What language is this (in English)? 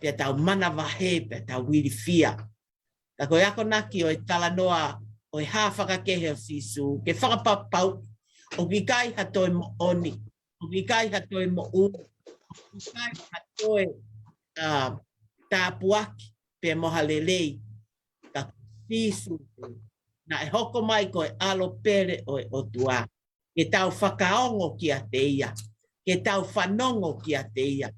Tongan